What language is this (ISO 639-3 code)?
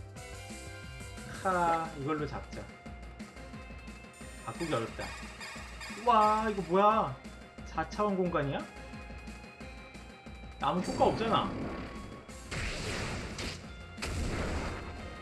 kor